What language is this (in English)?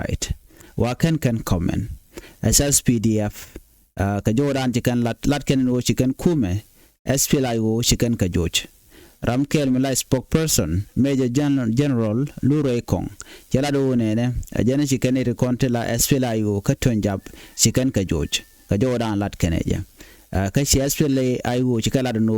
Nuer